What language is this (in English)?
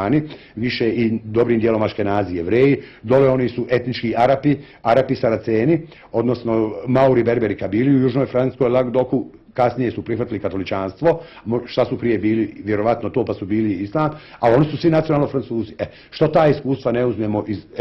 Bosnian